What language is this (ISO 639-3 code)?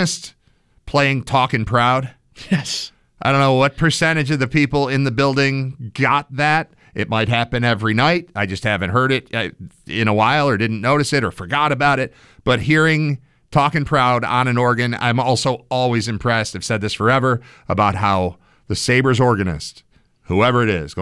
eng